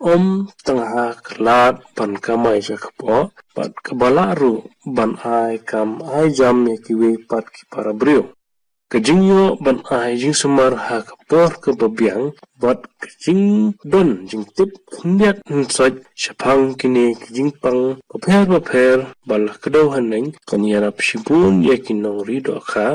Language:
Khasi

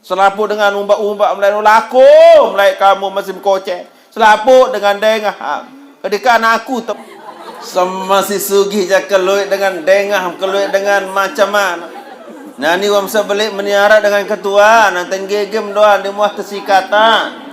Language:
Sasak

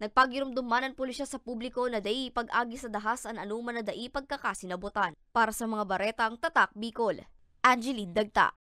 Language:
Bikol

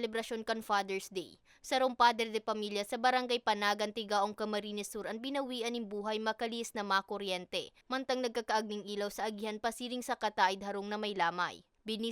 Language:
Bikol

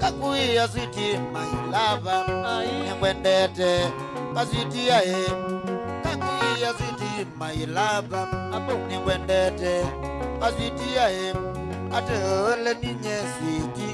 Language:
Kamba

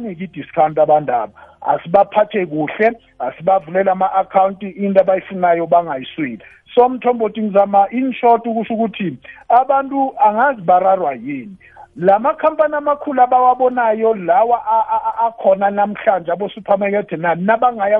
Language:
South Ndebele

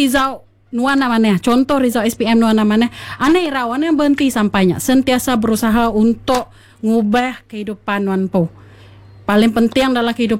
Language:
Iban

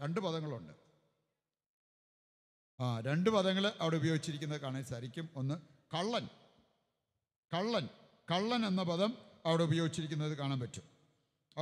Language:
Malayalam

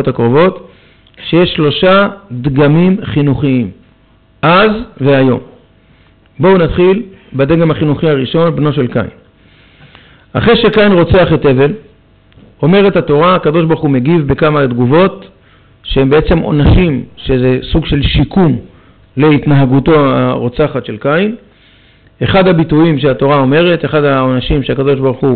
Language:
Hebrew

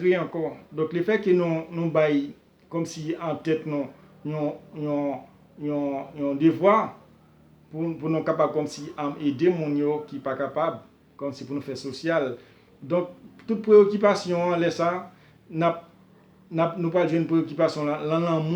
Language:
Haitian Creole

